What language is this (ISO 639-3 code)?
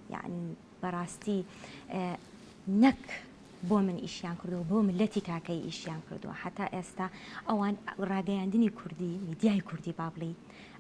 ckb